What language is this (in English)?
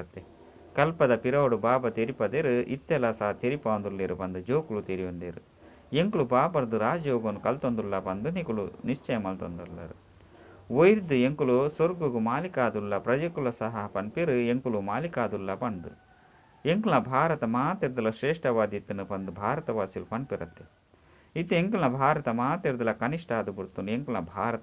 Tulu